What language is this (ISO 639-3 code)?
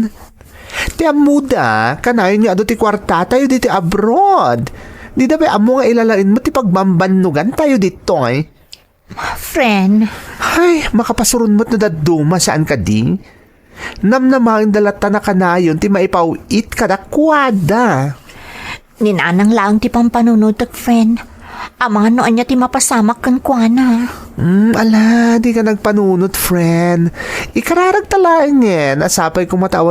ilo